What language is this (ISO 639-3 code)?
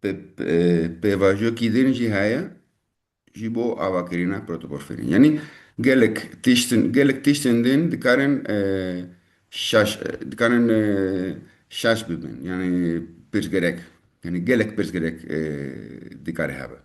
kur